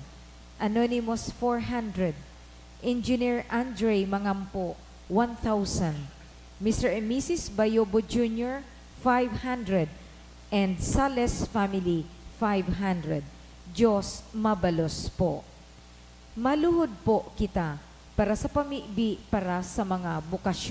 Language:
Bikol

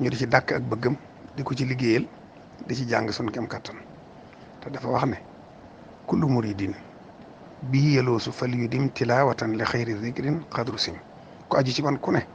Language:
Wolof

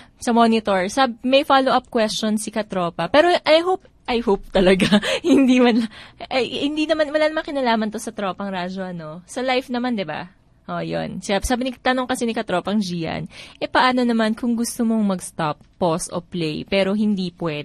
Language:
Filipino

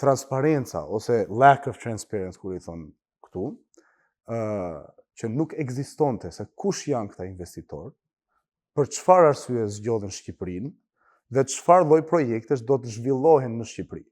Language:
Albanian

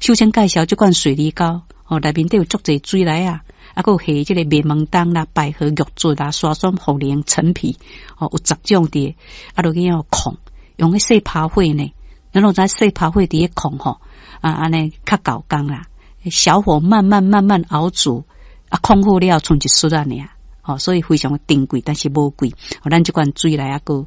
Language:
Min Nan Chinese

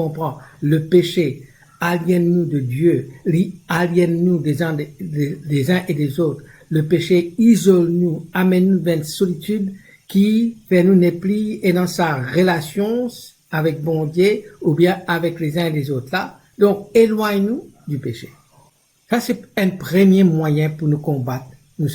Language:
Morisyen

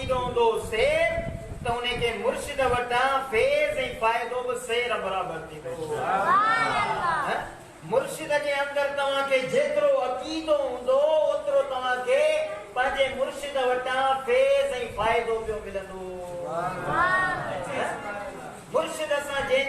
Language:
Sindhi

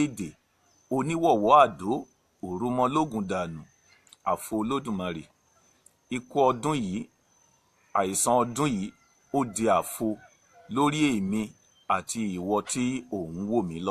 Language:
Yoruba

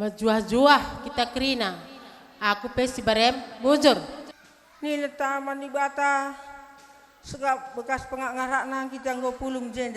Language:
Batak Karo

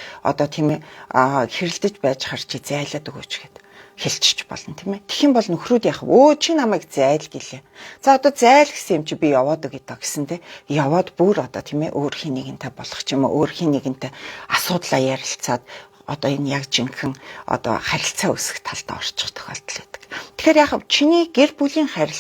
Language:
Mongolian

